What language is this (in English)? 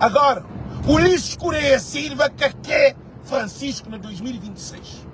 Kabuverdianu